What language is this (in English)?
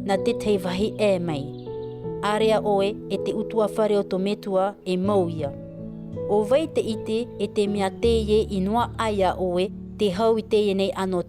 Tahitian